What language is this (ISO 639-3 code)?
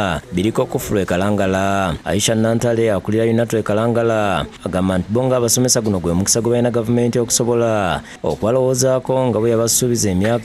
lug